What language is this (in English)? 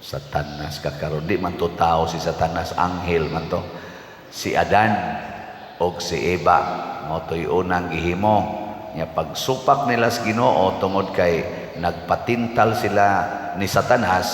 Cebuano